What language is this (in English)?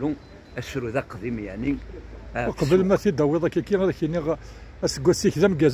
Kabyle